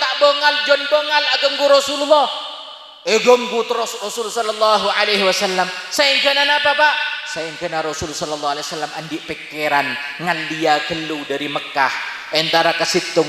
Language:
Madurese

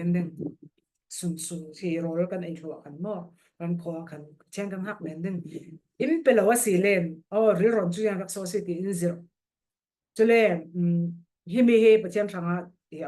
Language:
Falam Chin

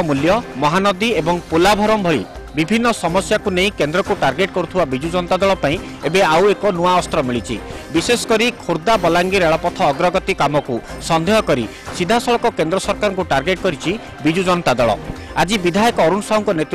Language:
Odia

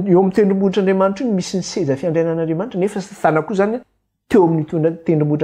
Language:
Malagasy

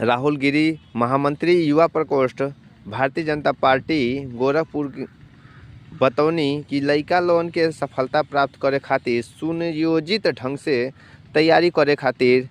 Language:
Bhojpuri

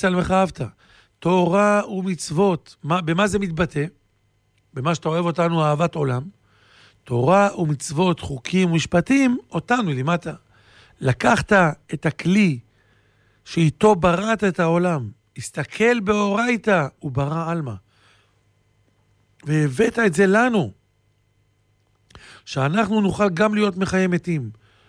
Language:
Hebrew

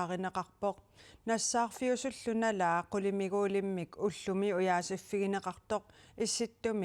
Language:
Kalaallisut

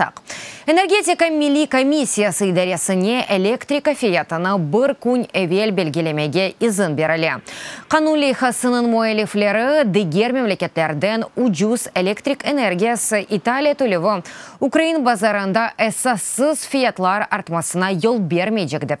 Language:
Crimean Tatar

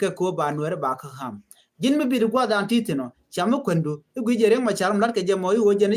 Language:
Nuer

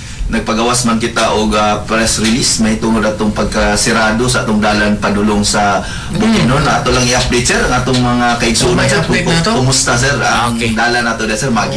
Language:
Cebuano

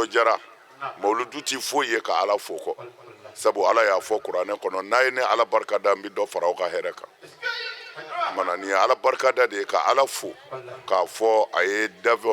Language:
Bambara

